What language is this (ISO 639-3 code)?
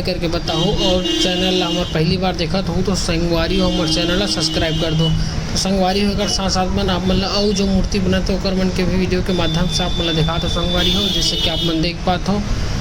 hne